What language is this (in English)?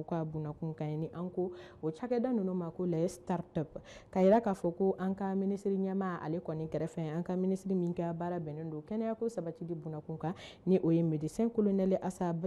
Bambara